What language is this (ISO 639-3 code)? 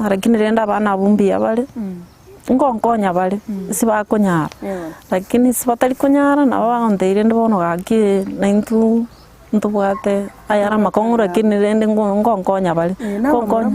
guz